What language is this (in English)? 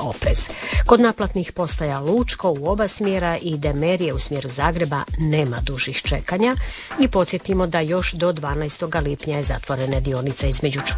Croatian